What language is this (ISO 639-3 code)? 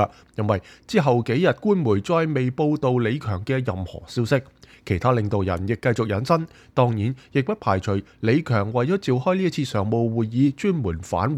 yue